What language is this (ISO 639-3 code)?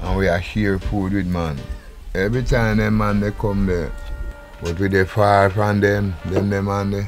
jam